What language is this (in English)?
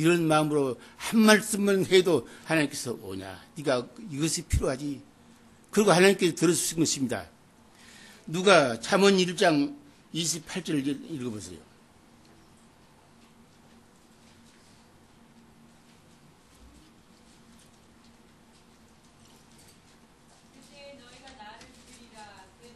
Korean